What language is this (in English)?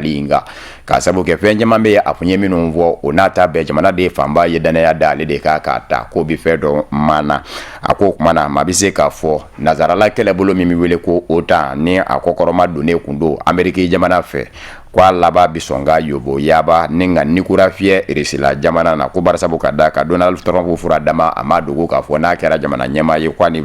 Bambara